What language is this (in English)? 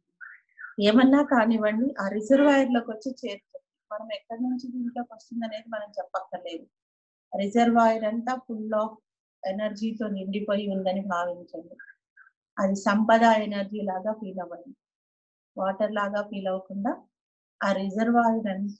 Telugu